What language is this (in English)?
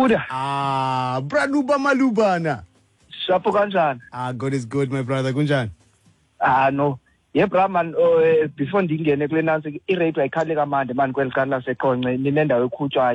Xhosa